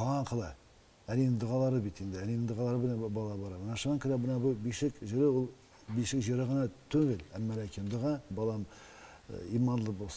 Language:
Tatar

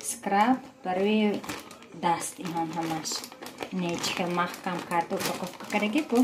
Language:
Tajik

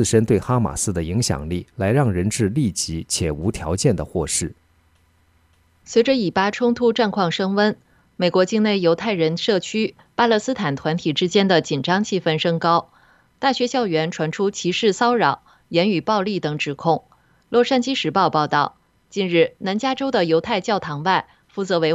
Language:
Chinese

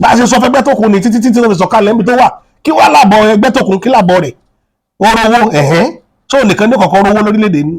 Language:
Yoruba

